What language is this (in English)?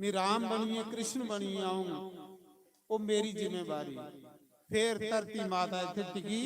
Dogri